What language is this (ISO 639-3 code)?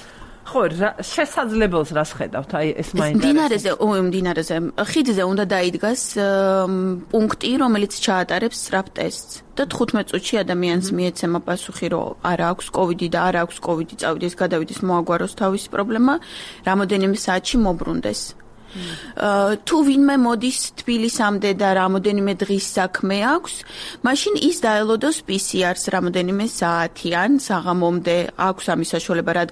kat